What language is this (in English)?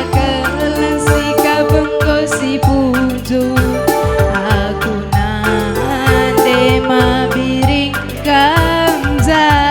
Batak Karo